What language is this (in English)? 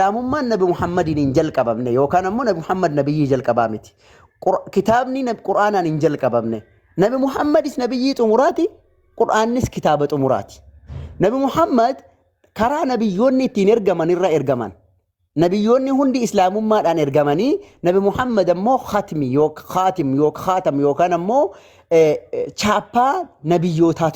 Oromo